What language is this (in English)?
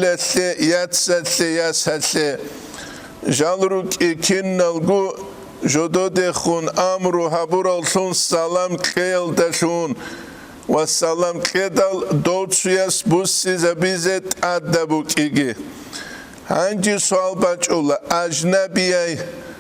Avaric